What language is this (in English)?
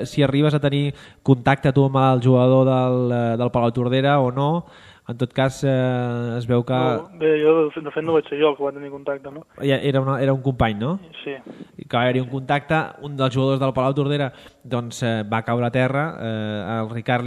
Catalan